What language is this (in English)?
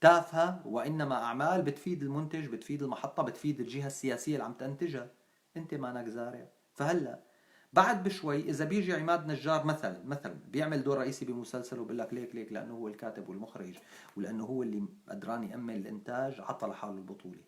North Levantine Arabic